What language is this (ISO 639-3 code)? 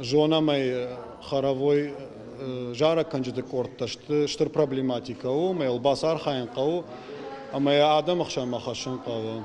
oss